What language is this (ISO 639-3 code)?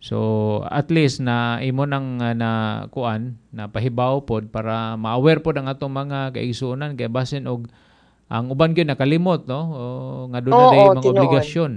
ceb